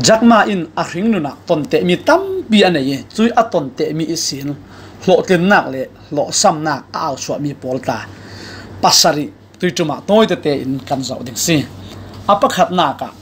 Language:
Falam Chin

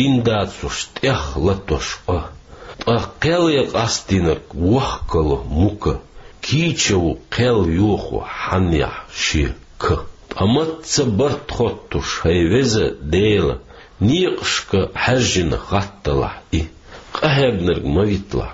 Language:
Chechen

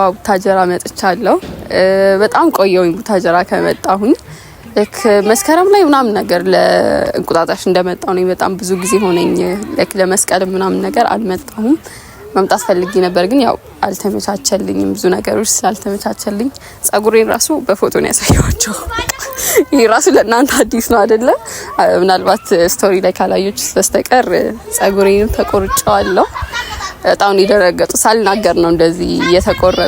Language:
Amharic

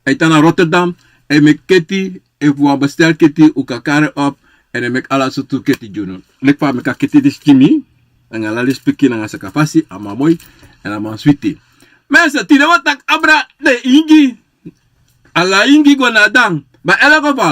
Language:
Sranan Tongo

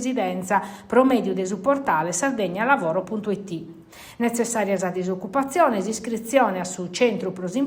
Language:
Sardinian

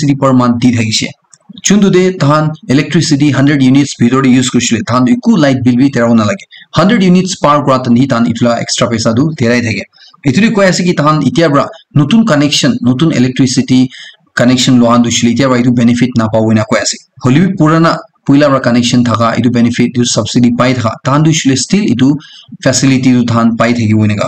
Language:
Naga Pidgin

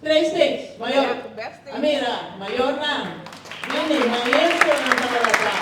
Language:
Papiamento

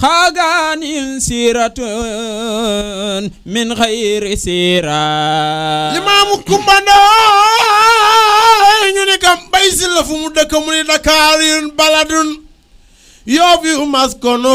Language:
Wolof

